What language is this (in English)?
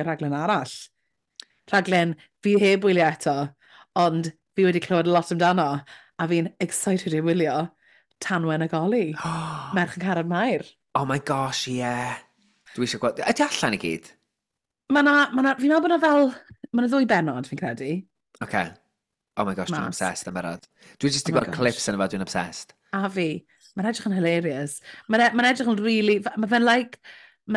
Welsh